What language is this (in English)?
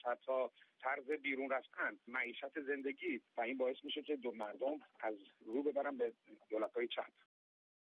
Persian